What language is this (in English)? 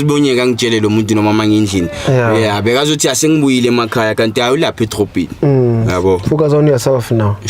Zulu